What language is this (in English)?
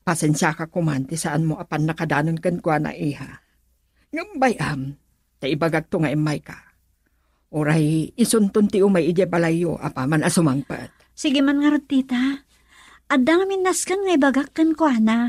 Iloko